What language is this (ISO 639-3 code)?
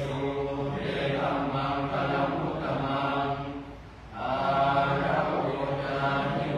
pli